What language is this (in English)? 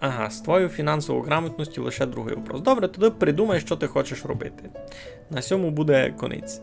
Rusyn